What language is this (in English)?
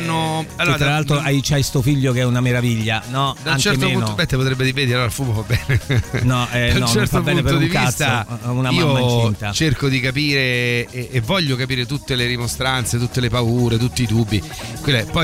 Italian